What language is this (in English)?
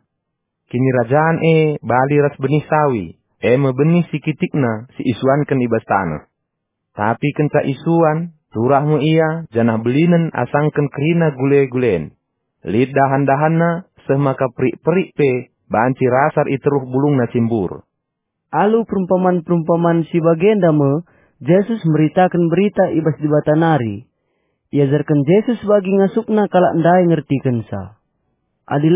Batak Karo